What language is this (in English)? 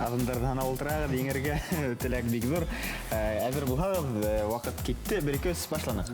Bashkir